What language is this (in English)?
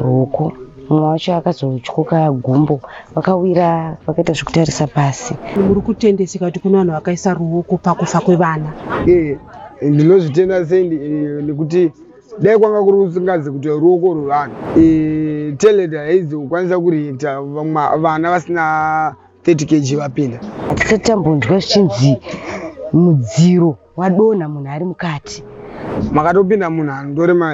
Shona